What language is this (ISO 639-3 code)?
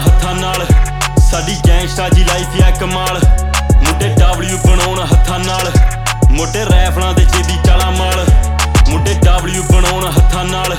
pan